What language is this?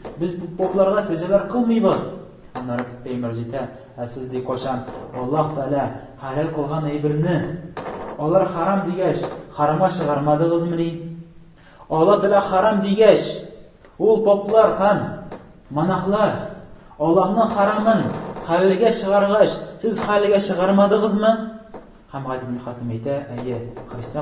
Tatar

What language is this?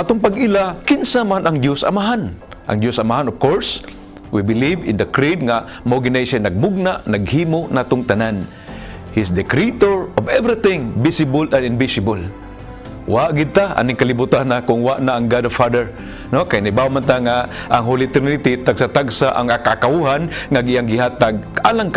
Cebuano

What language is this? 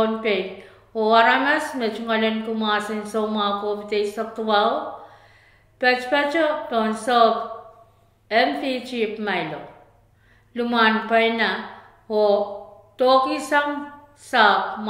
Pohnpeian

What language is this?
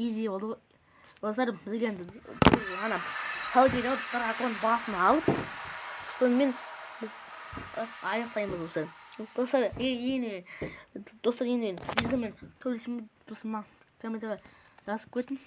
Kazakh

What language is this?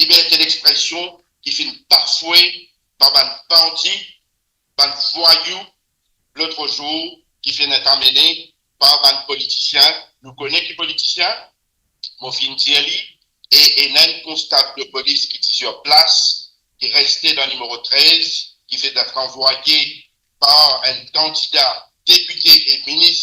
Morisyen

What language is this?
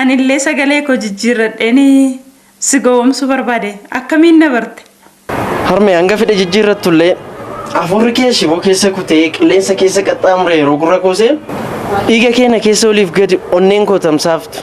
Oromo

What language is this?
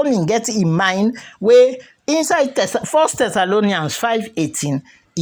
Krio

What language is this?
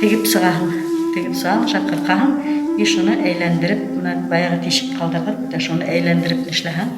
Bashkir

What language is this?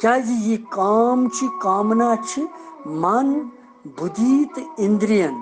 Kashmiri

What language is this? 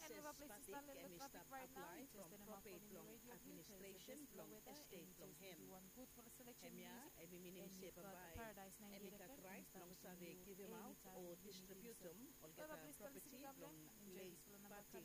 Bislama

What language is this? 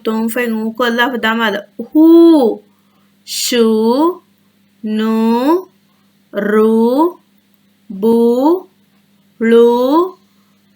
Divehi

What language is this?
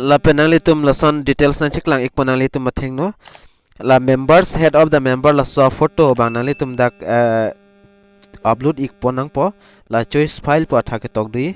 Karbi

